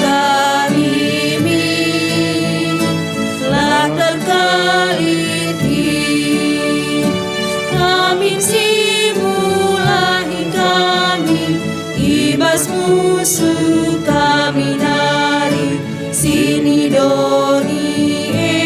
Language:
Batak Karo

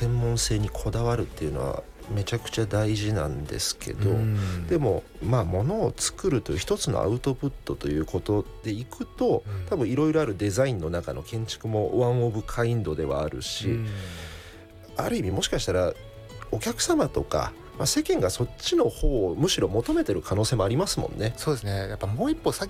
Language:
Japanese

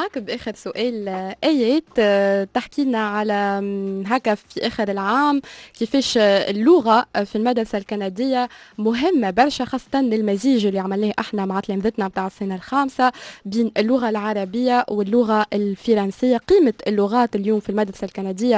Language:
Tunisian Arabic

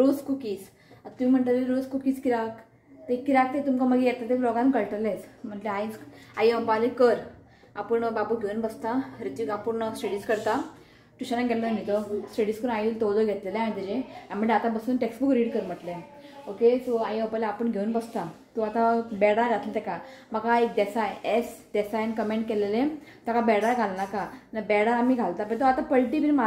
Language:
Konkani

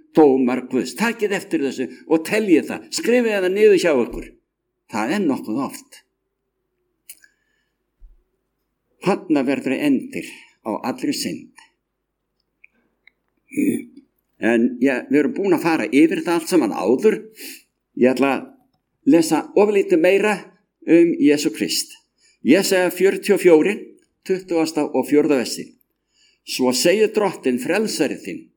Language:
Icelandic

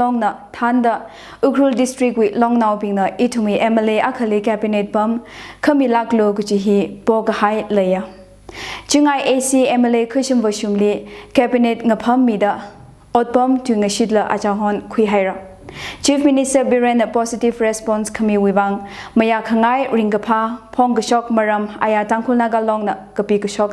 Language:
Tangkhul Naga (India)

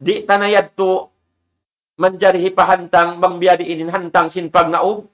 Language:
Tausug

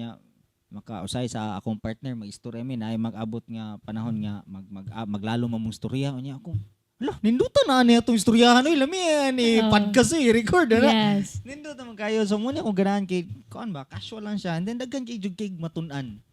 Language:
Cebuano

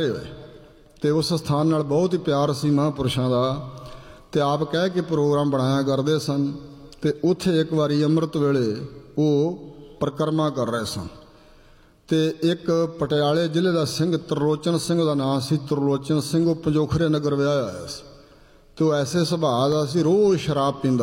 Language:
Punjabi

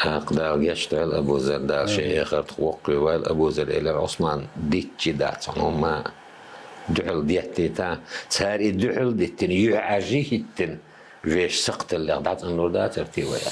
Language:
Chechen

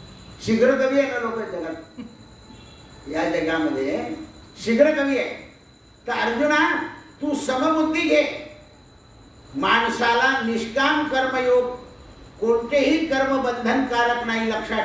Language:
Marathi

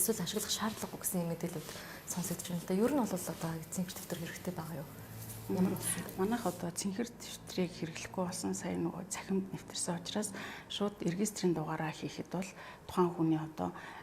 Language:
Mongolian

